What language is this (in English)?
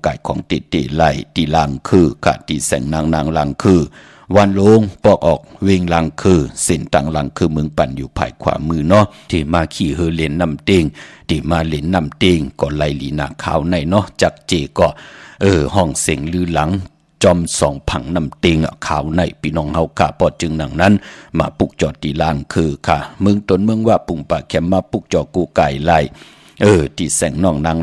Shan